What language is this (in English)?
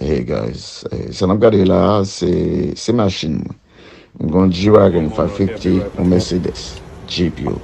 Haitian Creole